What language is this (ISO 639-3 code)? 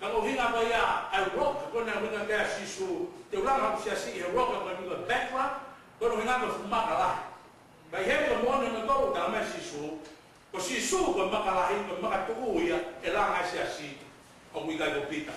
ton